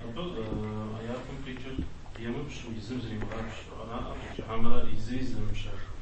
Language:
Kabardian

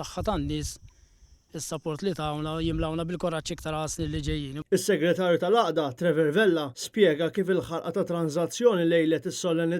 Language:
Maltese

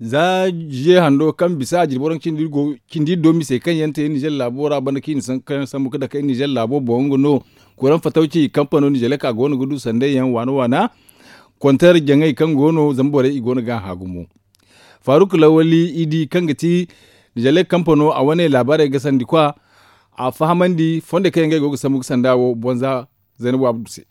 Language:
Zarma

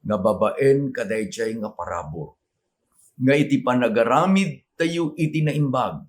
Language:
Iloko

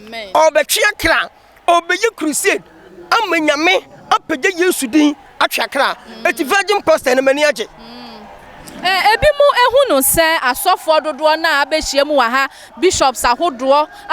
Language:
Akan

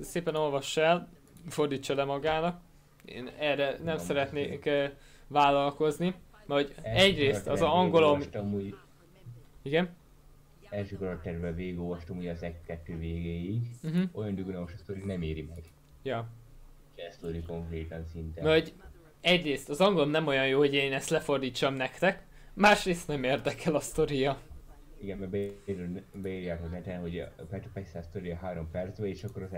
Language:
Hungarian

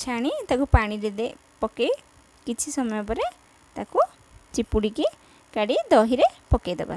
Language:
Odia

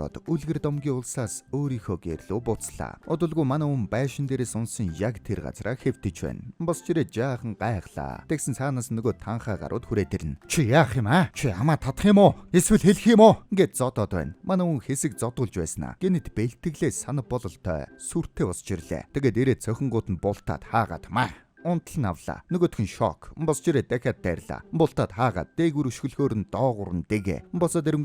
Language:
Mongolian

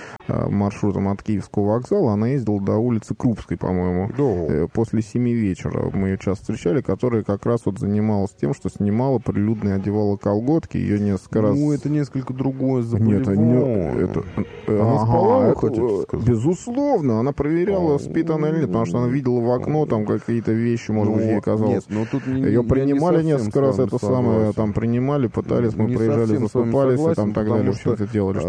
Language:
Russian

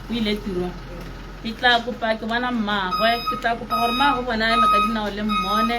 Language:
Tswana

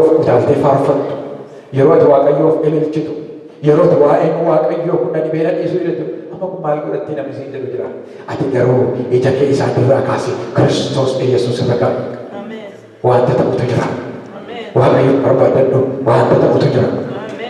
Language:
Oromo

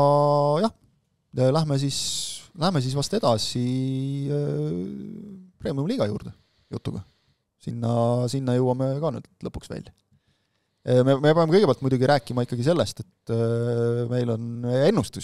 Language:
Estonian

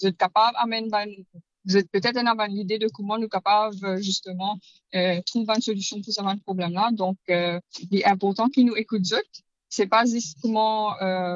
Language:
Morisyen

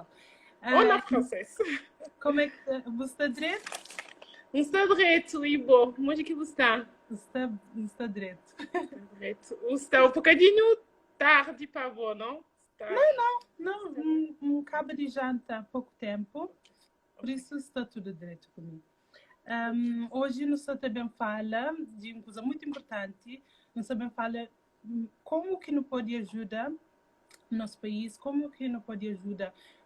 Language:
Kabuverdianu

